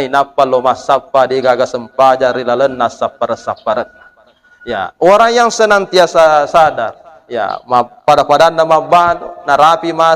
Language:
Buginese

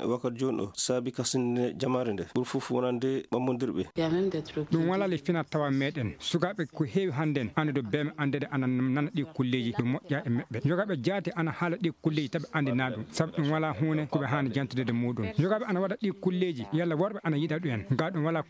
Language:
Maasina Fulfulde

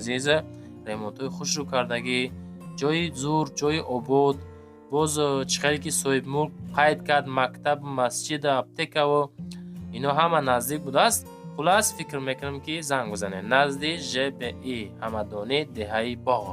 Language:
Tajik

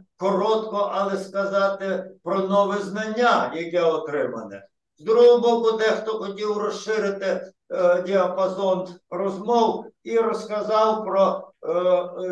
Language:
Ukrainian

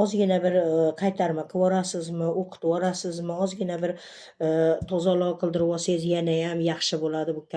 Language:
Uzbek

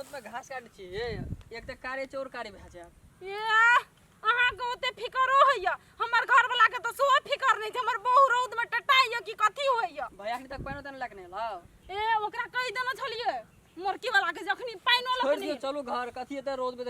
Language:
Maithili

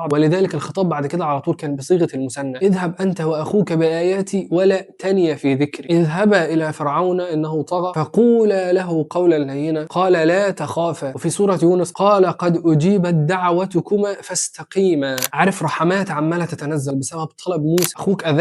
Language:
Egyptian Arabic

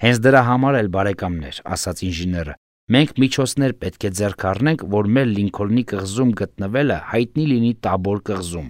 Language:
Armenian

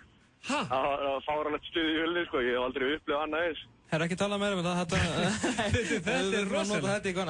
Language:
Icelandic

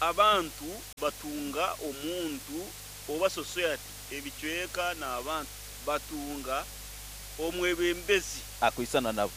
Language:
Nyankole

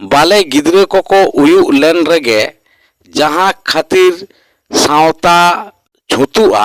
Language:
Santali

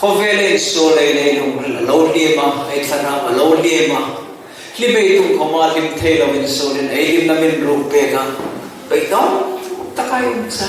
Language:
Hmar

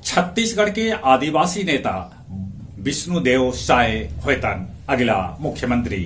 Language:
Magahi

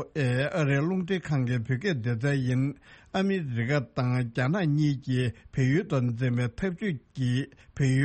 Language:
Tibetan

